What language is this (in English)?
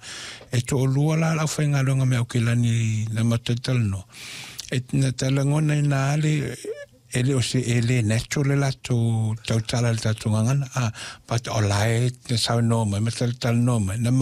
Samoan